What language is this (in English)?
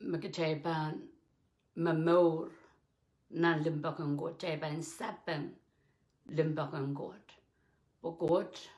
Pohnpeian